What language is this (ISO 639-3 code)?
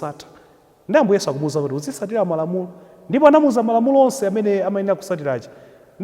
nya